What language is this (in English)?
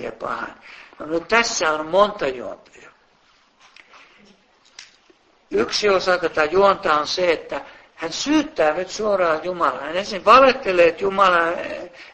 Finnish